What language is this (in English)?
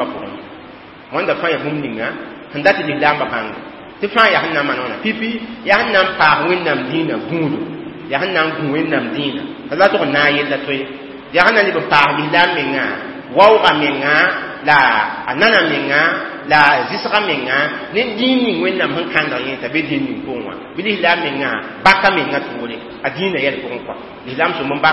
Mossi